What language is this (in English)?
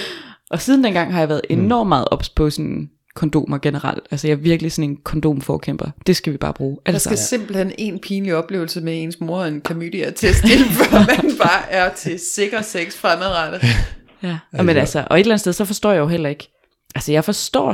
Danish